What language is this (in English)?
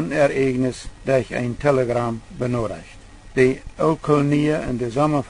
Plautdietsch